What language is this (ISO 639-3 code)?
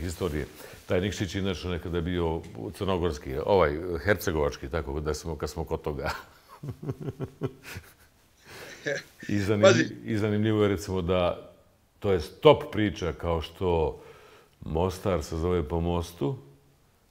bos